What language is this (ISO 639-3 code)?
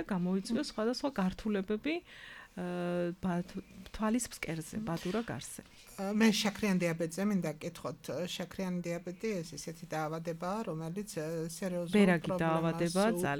kat